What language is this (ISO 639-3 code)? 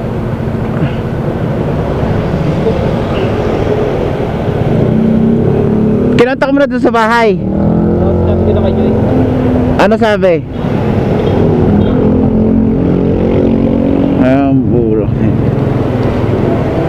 fil